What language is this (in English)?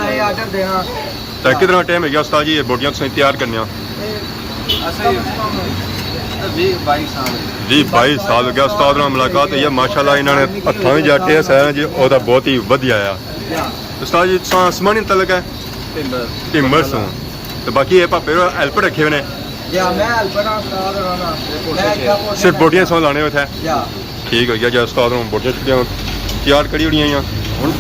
Pahari-Potwari